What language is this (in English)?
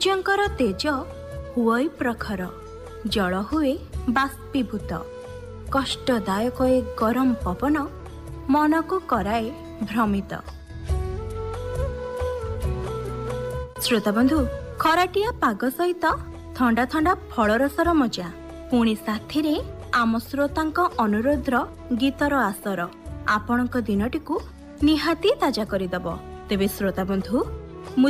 Odia